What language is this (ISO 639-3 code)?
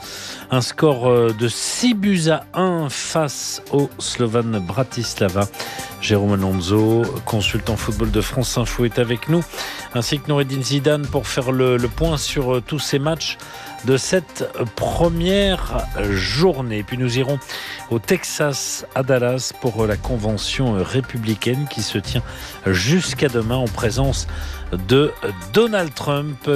fra